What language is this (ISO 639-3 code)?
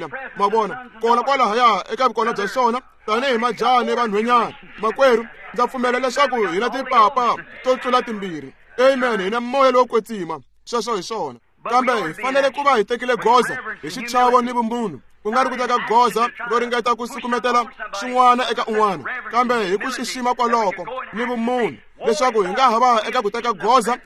tso